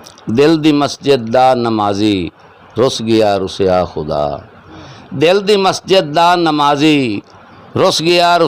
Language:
Saraiki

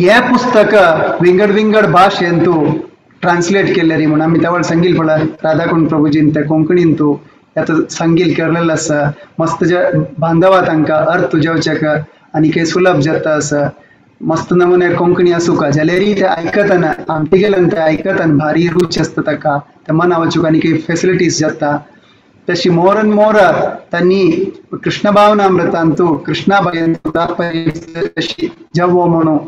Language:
Konkani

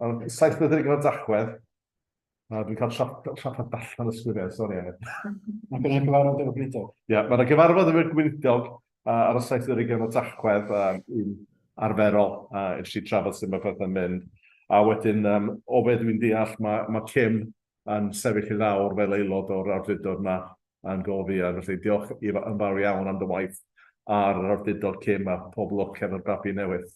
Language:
Welsh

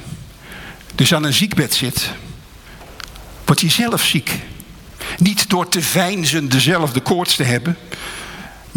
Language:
Dutch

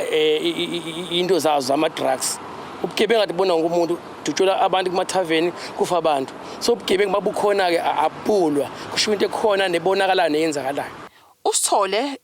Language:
Zulu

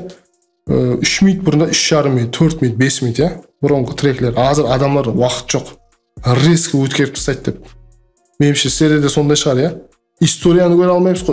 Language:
Kara-Kalpak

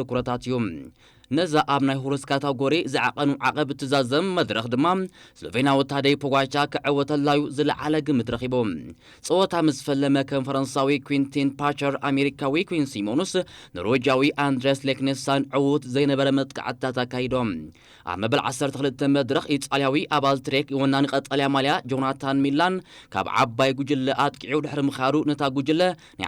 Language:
Tigrinya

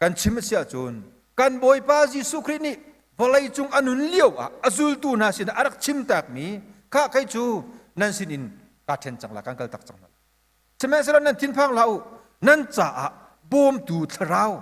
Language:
Hakha Chin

